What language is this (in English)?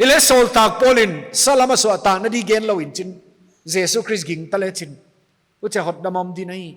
Paite Chin